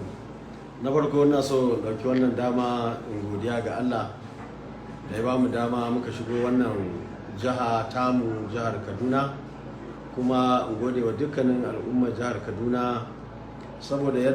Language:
Hausa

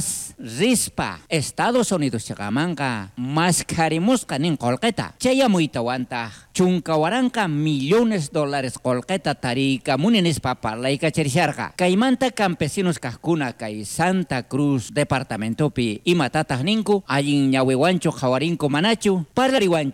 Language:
South Bolivian Quechua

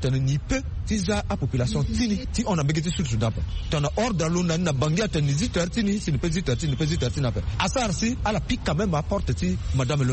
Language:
Sango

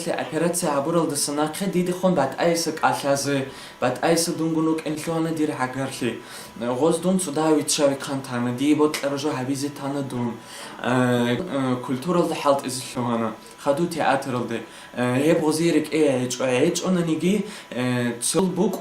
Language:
Avaric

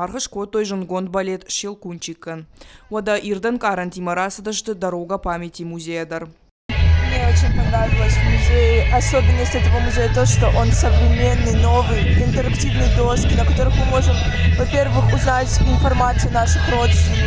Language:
Ossetic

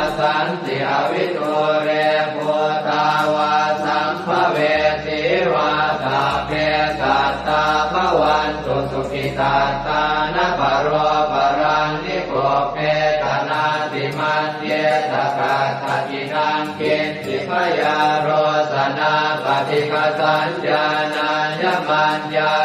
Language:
Pali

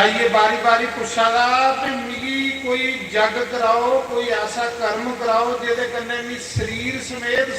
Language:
Dogri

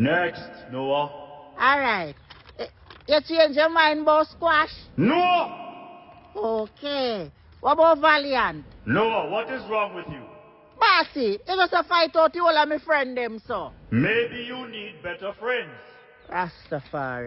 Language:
Jamaican Creole English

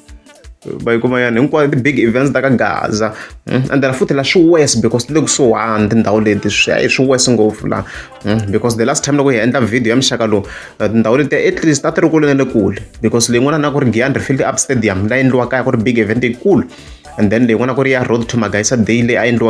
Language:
Tsonga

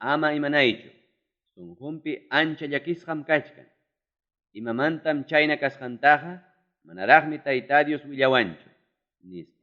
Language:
Ayacucho Quechua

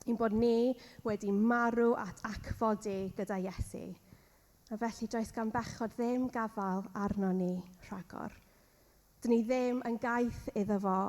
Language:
Welsh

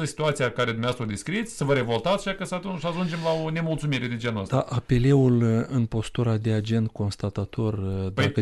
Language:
Romanian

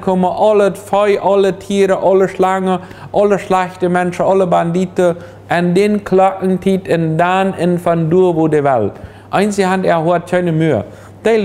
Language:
Plautdietsch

